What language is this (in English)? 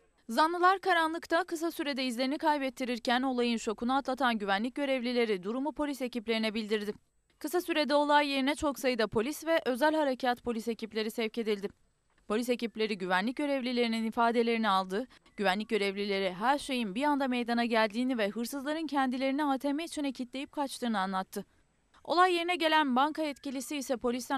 Turkish